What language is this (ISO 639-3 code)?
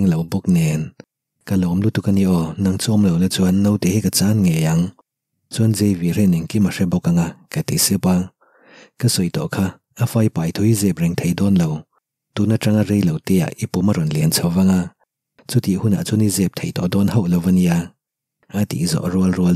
lus